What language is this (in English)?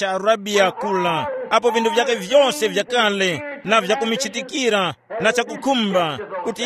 Tumbuka